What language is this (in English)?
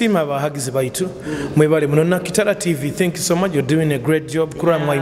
Nyoro